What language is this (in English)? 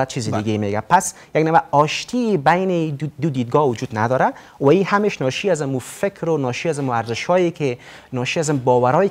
Persian